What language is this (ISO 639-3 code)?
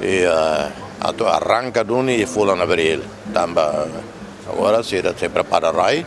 tet